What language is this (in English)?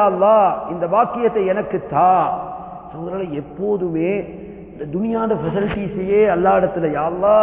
Tamil